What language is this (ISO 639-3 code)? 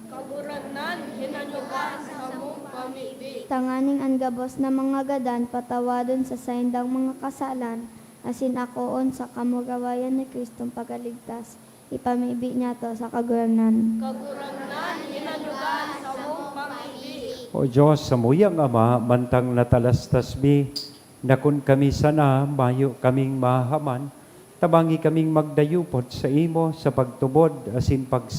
bik